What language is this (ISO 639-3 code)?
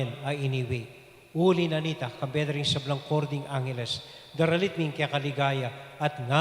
pam